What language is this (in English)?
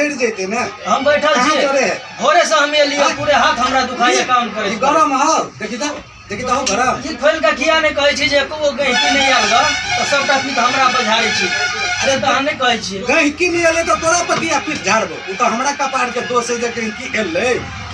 Maithili